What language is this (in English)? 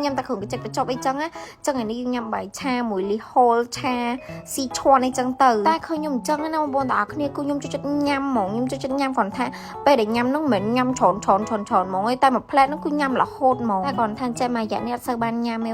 Khmer